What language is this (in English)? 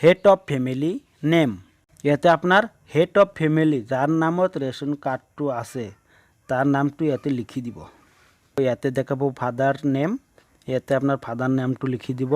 Assamese